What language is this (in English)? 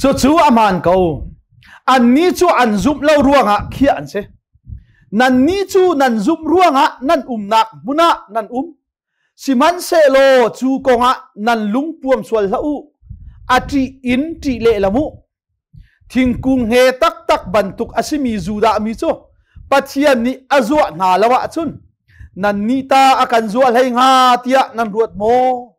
Hakha Chin